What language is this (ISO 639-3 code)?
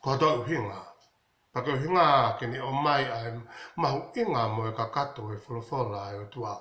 ton